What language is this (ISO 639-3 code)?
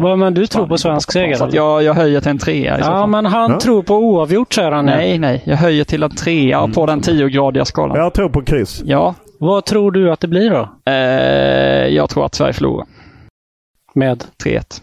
swe